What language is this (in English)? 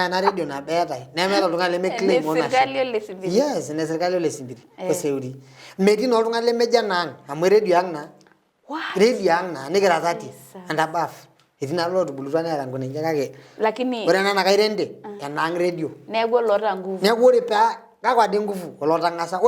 Masai